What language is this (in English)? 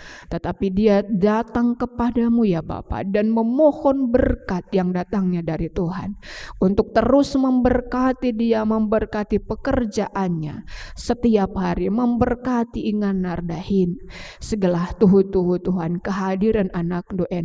Batak Karo